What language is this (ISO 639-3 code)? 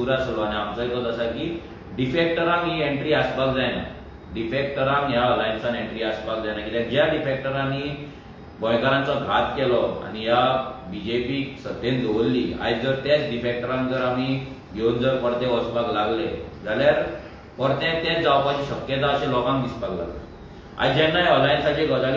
kok